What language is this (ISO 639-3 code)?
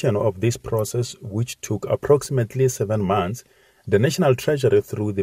eng